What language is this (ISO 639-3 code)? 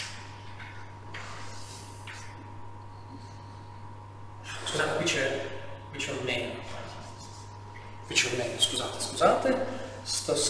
ita